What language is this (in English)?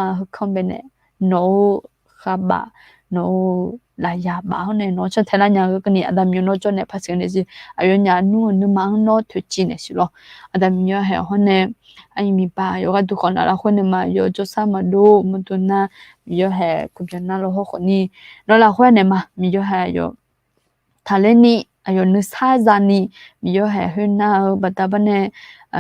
Akha